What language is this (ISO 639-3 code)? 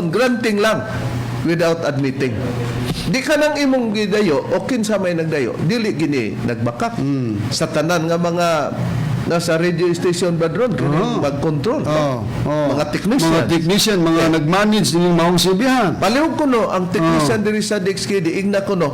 ceb